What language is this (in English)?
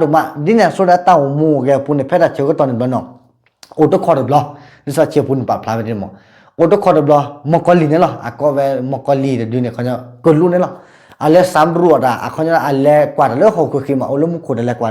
S'gaw Karen